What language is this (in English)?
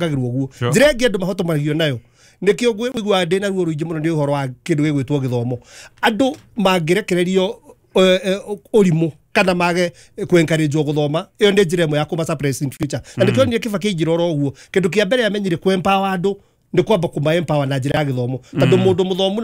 Kikuyu